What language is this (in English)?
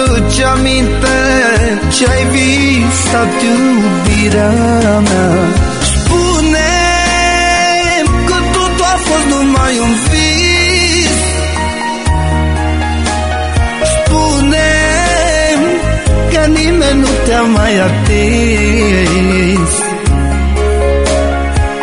Romanian